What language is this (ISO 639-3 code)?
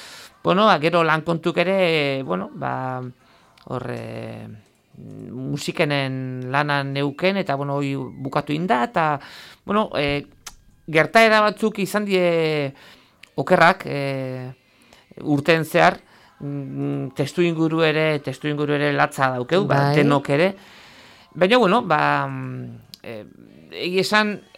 eus